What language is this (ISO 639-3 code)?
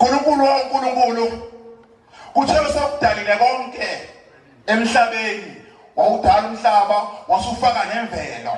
zul